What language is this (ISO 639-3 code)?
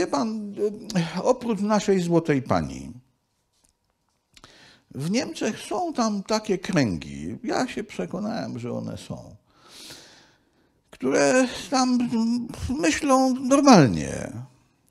pol